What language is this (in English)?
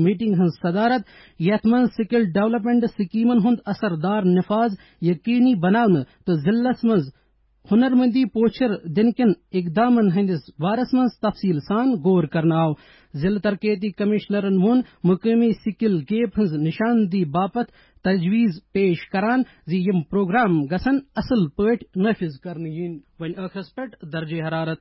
Kashmiri